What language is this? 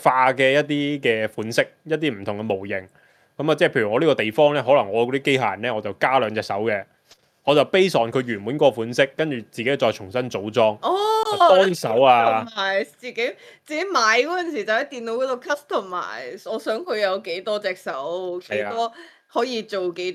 Cantonese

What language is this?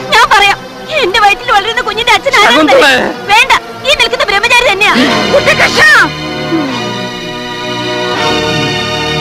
Malayalam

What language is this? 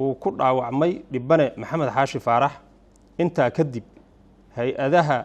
Somali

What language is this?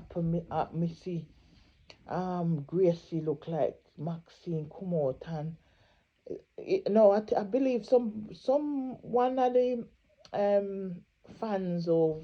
Jamaican Creole English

